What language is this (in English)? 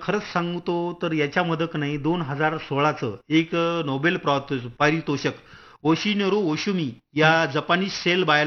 Marathi